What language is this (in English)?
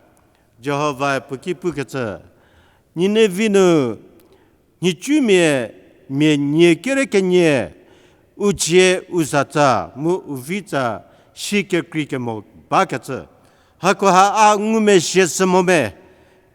Angami Naga